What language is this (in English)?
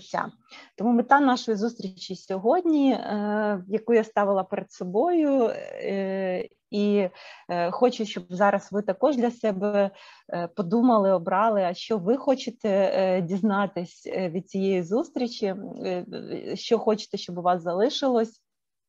Ukrainian